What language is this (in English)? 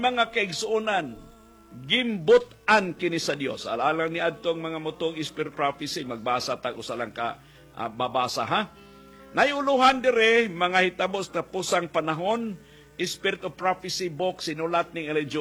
Cebuano